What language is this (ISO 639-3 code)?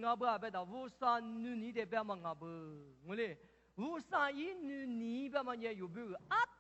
lis